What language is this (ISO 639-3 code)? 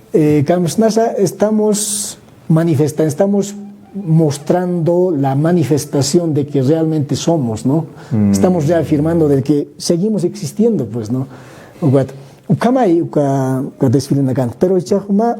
aym